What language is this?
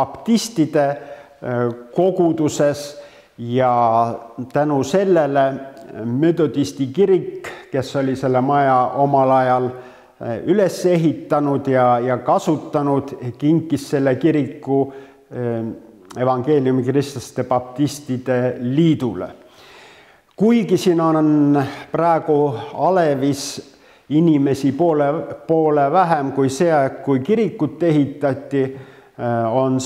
Estonian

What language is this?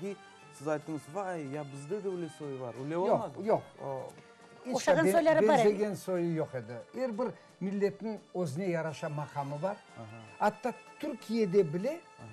Crimean Tatar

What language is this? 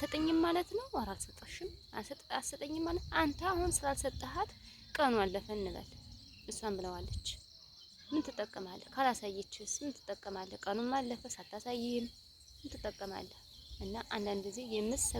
Amharic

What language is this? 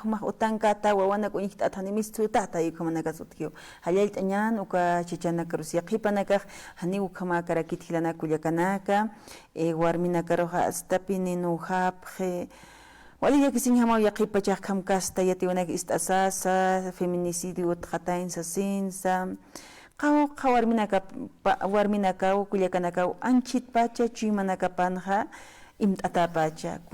Aymara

